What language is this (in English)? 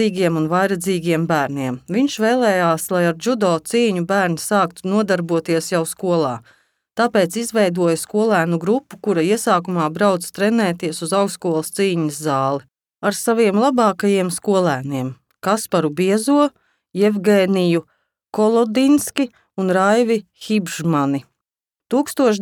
Latvian